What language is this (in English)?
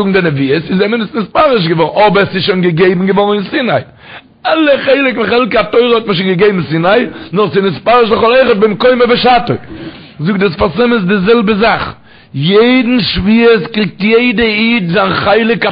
Yiddish